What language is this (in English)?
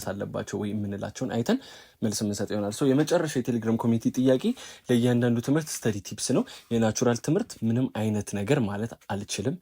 Amharic